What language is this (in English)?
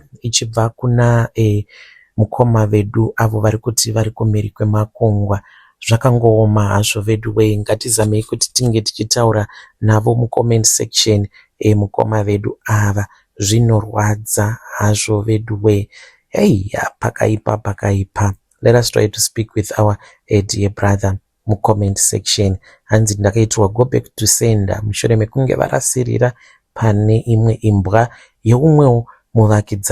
Shona